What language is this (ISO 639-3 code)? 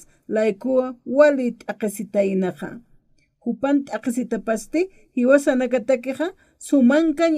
aym